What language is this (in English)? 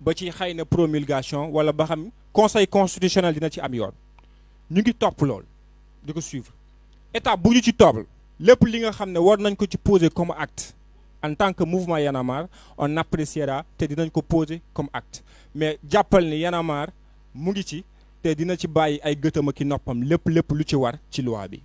Wolof